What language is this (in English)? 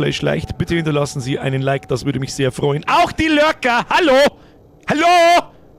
Bavarian